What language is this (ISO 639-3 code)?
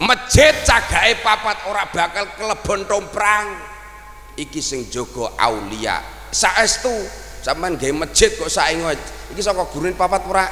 jav